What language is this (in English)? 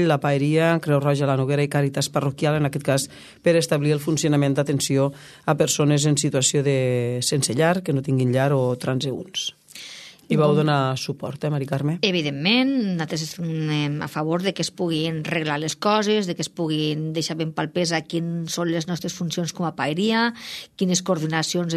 Catalan